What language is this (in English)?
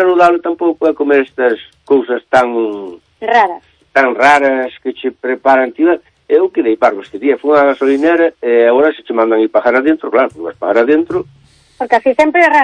Galician